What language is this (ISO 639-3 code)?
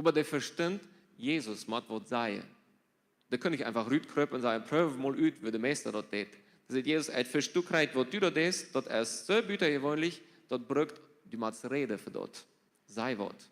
pdt